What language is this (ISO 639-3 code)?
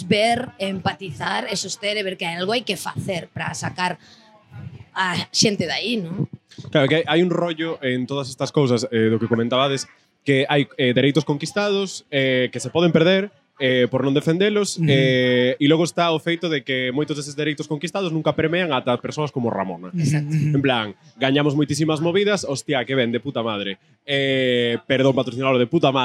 glg